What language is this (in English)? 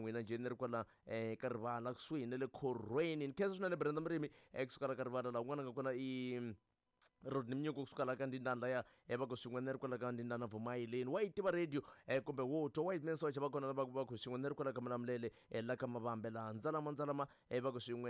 Tsonga